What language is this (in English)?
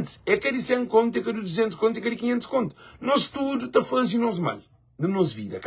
Kabuverdianu